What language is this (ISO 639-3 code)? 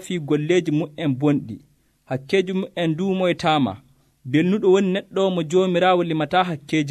fuv